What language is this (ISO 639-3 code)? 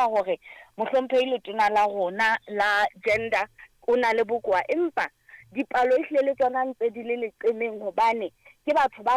sot